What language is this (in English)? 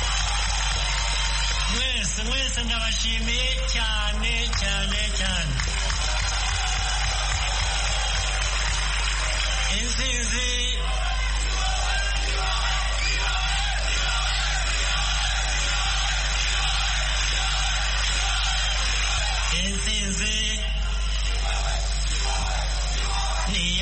Kinyarwanda